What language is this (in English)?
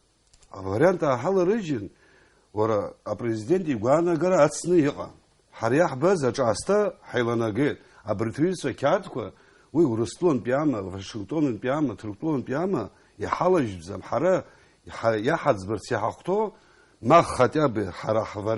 Abkhazian